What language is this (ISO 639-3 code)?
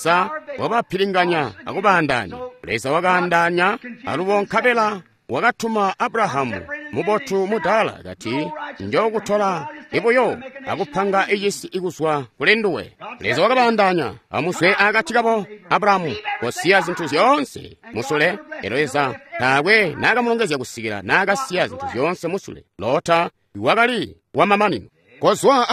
toi